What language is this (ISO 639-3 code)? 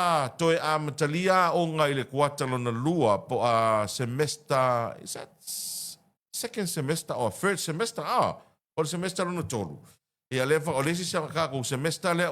smo